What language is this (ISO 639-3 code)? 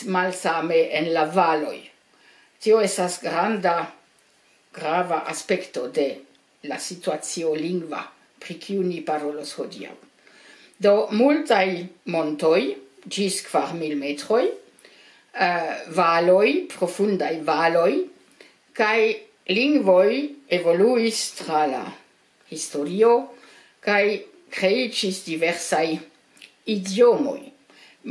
epo